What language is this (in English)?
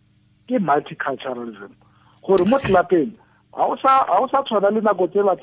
Tswana